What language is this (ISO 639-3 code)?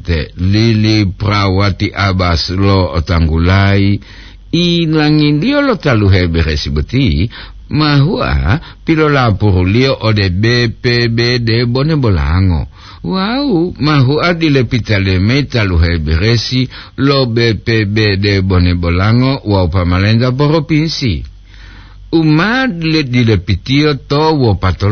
gor